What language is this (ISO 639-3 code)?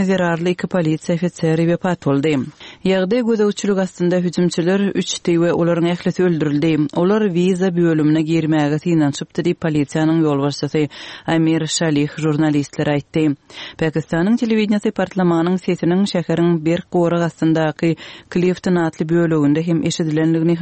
tuk